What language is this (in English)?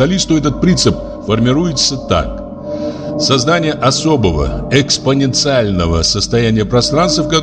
Russian